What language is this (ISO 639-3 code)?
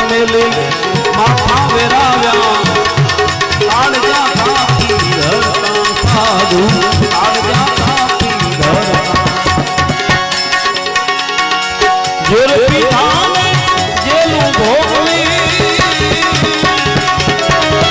guj